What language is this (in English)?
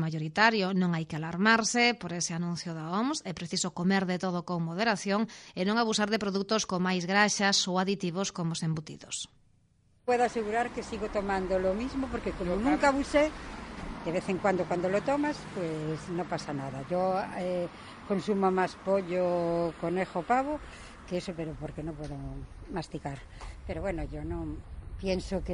Galician